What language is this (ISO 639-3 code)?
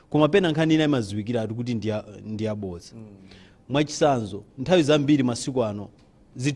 nya